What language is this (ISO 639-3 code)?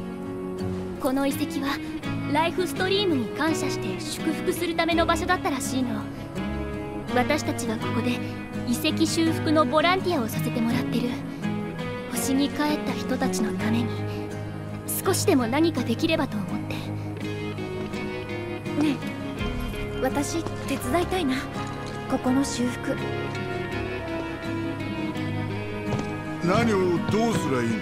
jpn